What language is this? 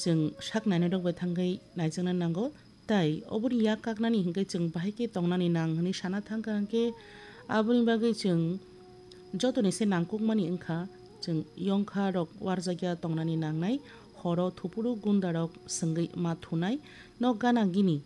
Kok Borok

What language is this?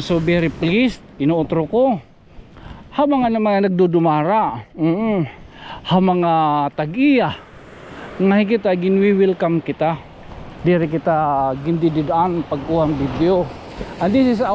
Waray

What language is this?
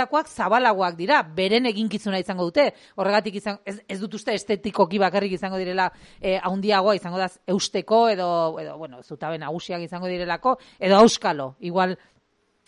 Basque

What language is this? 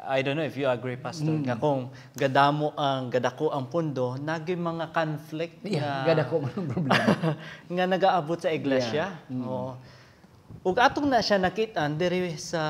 Hiligaynon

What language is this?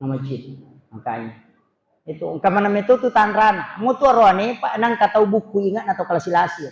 Buginese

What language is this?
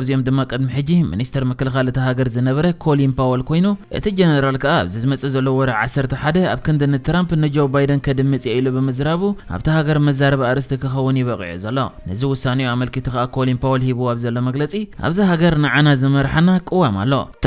Tigrinya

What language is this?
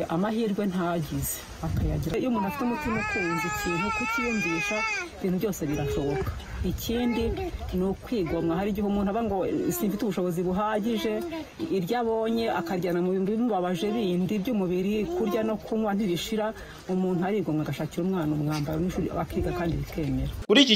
Kinyarwanda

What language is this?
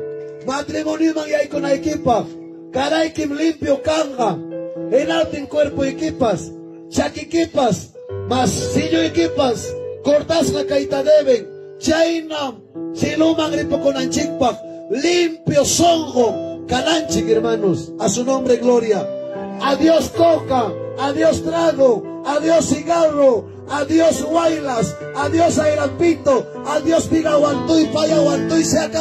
Ayacucho Quechua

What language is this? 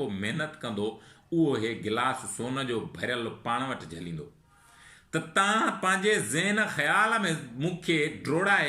Sindhi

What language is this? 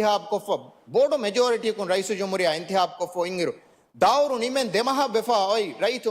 Divehi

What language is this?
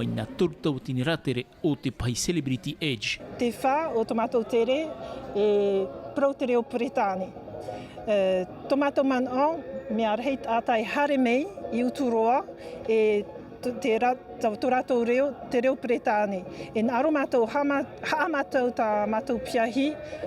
Tahitian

